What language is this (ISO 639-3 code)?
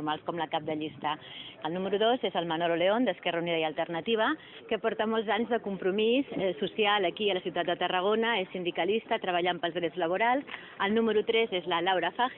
cat